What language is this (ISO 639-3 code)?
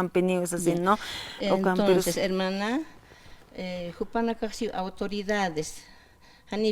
aym